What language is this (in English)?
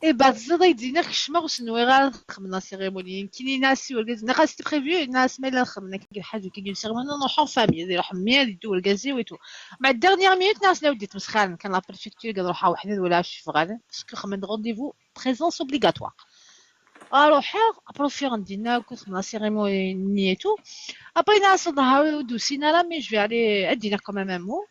Kabyle